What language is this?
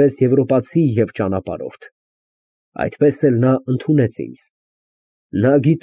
Armenian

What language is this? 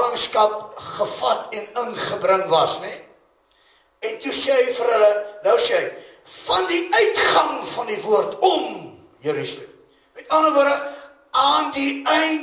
Afrikaans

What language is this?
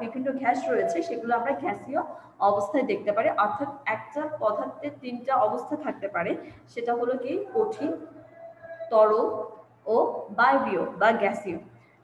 Bangla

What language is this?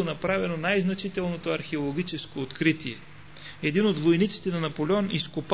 Bulgarian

